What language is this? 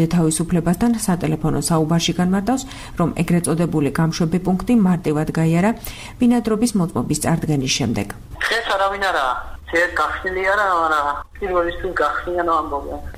Georgian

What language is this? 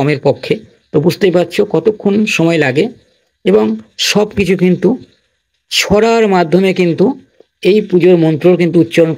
Bangla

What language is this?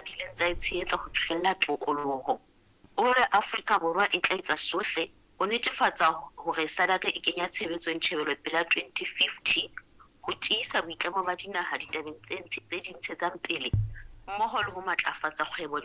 Southern Sotho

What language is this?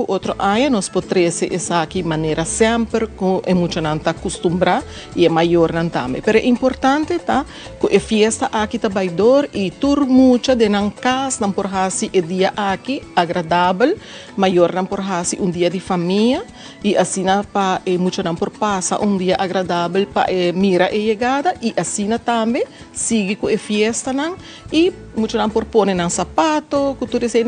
Papiamento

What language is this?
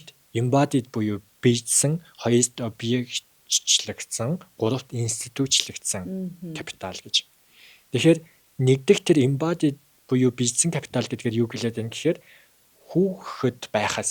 Mongolian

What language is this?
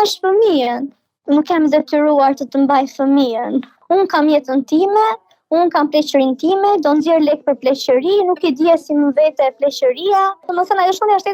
Albanian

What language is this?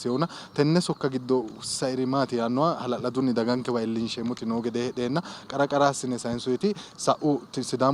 Sidamo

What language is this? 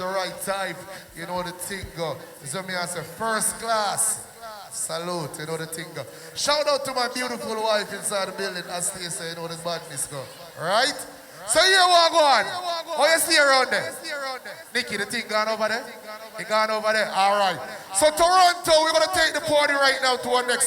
Jamaican Creole English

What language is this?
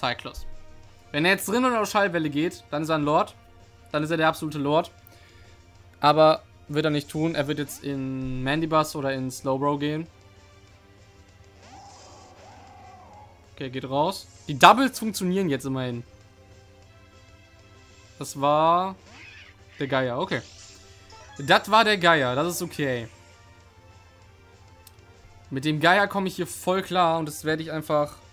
German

